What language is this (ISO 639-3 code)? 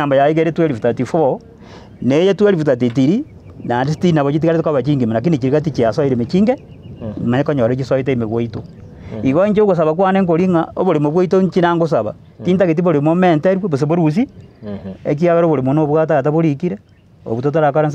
guz